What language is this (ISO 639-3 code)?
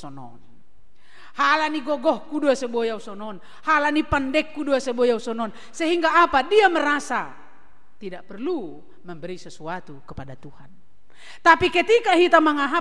bts